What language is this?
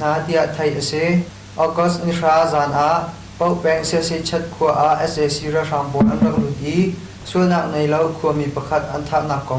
Hakha Chin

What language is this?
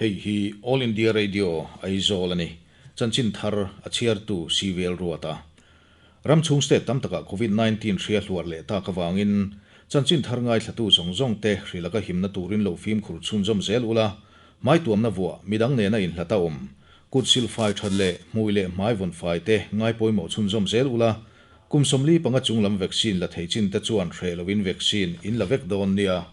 Mizo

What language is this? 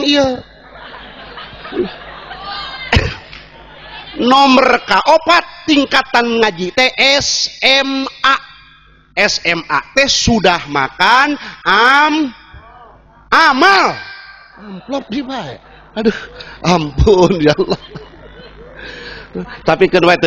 Sundanese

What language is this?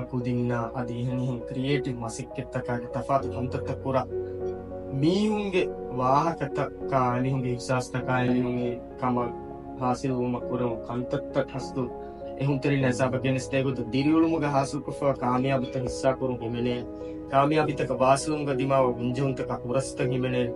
Divehi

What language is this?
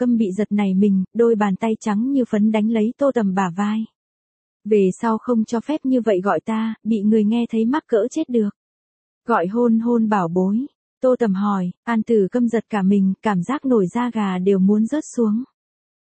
Vietnamese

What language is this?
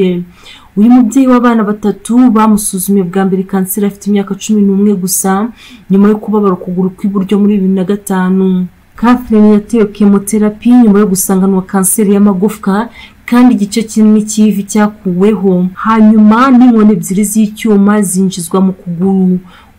Kinyarwanda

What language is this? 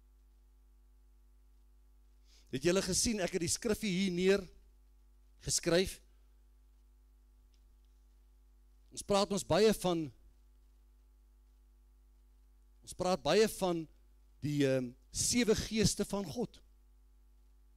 Afrikaans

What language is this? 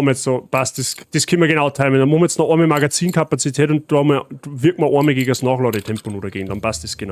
Bavarian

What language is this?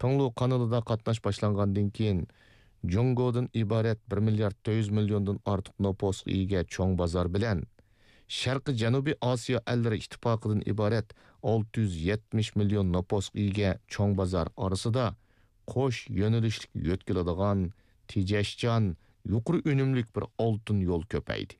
Uyghur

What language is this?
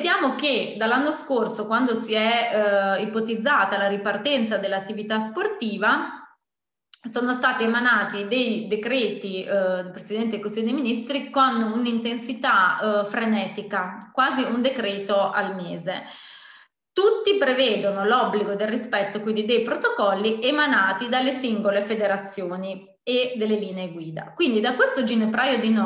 Italian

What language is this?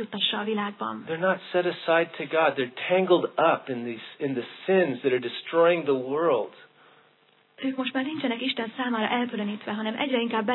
Hungarian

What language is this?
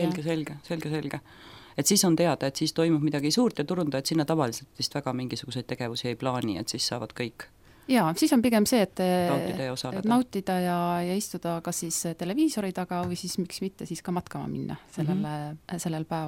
Estonian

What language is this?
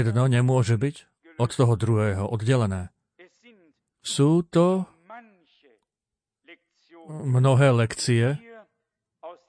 Slovak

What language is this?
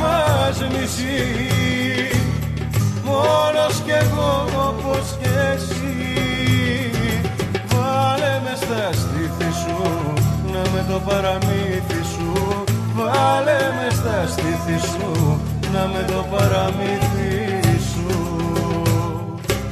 Greek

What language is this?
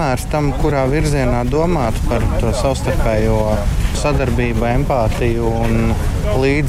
Latvian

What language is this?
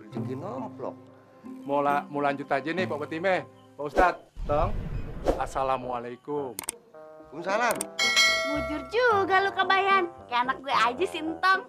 Betawi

